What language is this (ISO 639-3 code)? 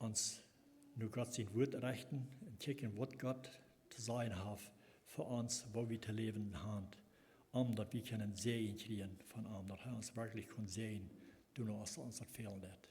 pdt